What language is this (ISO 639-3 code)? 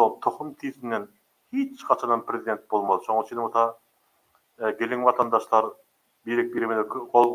tuk